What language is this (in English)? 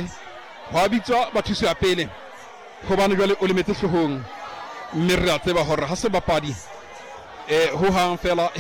Southern Sotho